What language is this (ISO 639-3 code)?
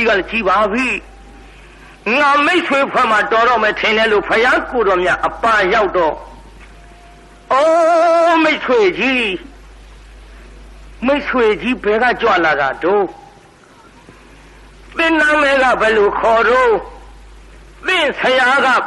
mya